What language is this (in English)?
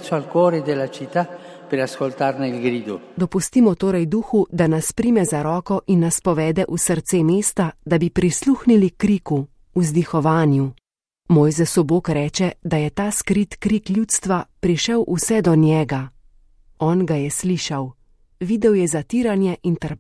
Slovenian